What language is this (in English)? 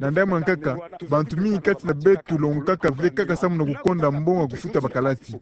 Kituba (Democratic Republic of Congo)